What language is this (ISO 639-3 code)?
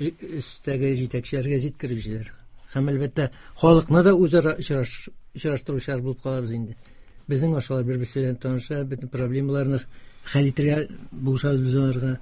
tat